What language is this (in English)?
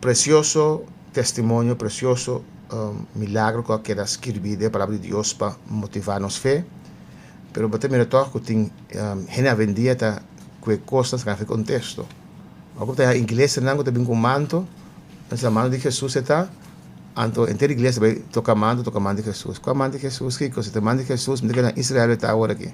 Papiamento